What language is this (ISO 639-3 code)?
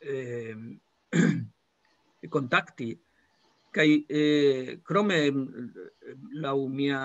epo